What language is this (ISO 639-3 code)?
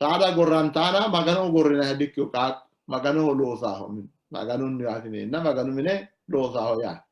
sid